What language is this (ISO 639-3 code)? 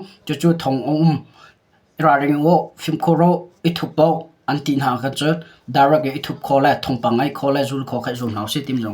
cnh